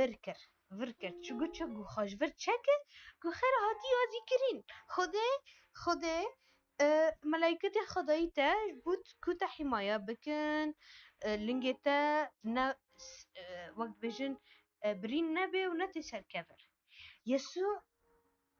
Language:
Kurdish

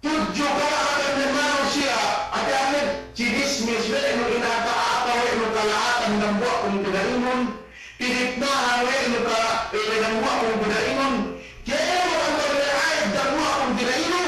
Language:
Yakan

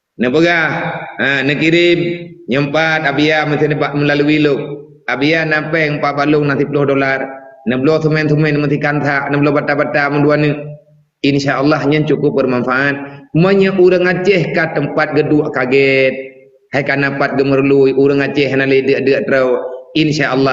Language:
Achinese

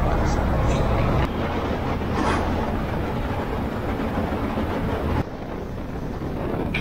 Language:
Filipino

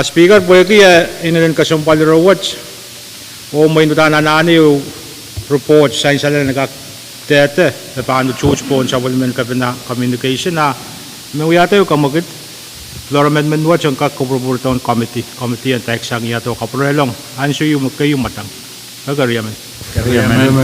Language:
Pohnpeian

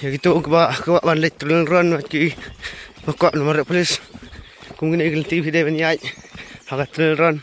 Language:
Khasi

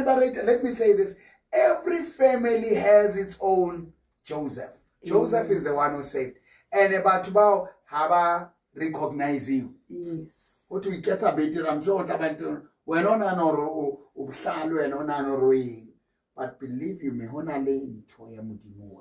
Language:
Southern Sotho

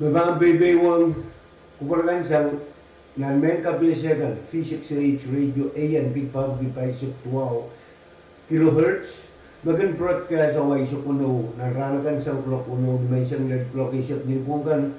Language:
Pohnpeian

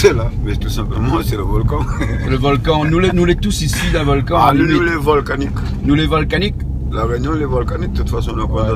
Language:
Réunion Creole French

